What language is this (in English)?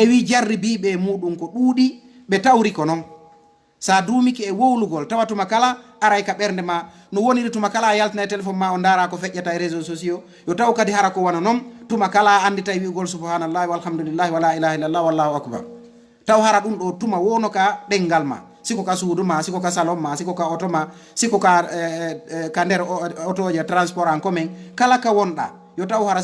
Fula